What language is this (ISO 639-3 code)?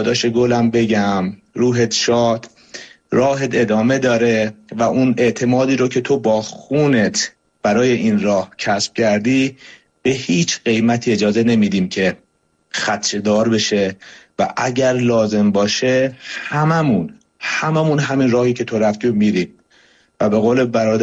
fas